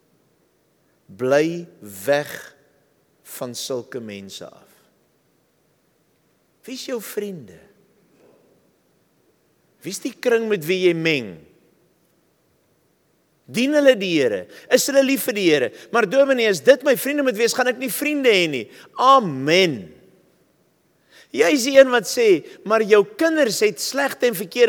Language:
Afrikaans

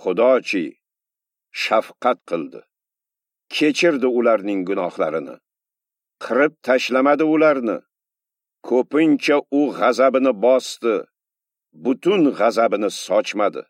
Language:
Uzbek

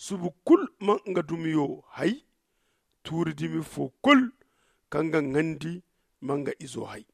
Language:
Zarma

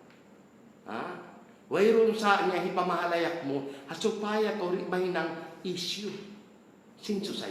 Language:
Tausug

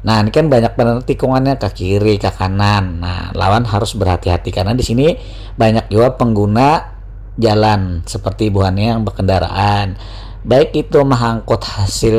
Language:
Banjar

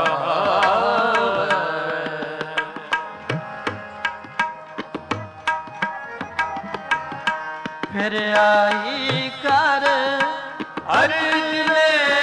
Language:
Punjabi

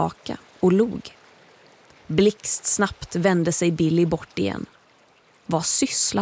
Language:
Swedish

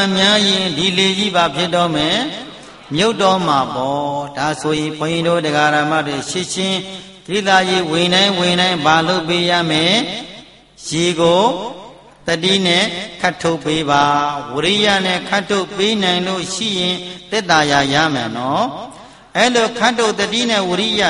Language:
Burmese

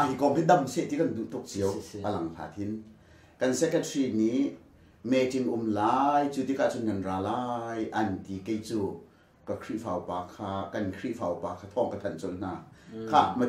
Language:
Hakha Chin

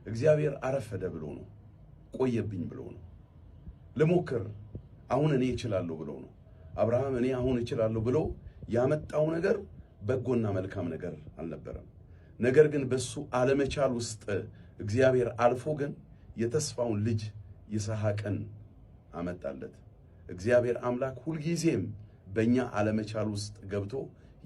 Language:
Amharic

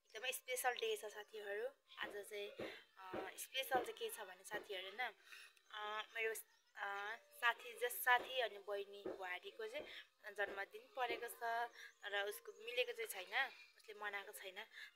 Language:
Nepali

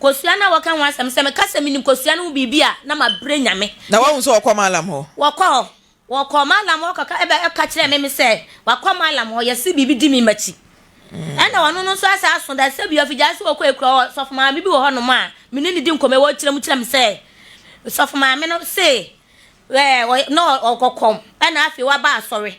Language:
Akan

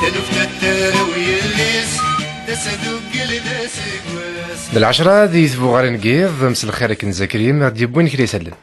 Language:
Kabyle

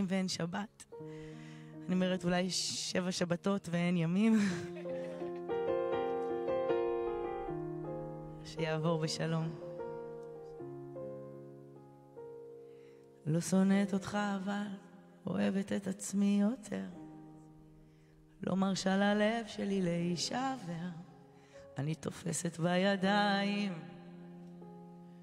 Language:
Hebrew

